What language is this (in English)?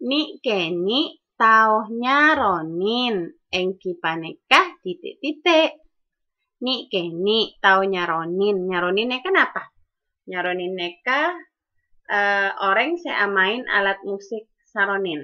Madurese